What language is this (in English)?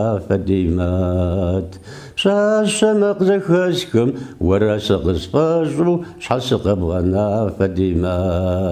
Kabardian